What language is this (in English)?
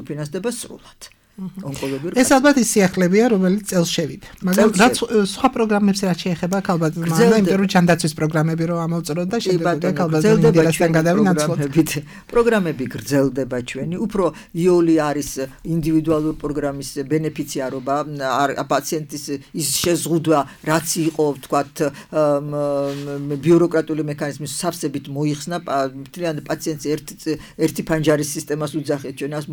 Georgian